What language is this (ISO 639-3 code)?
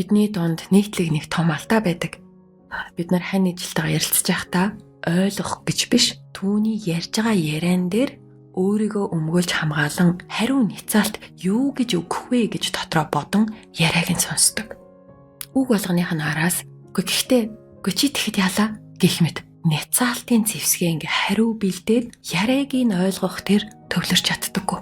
mon